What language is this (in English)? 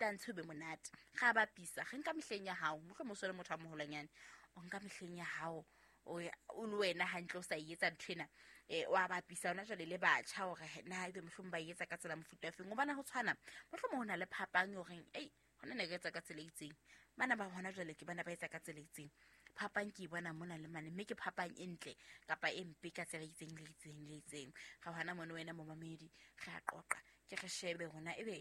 Southern Sotho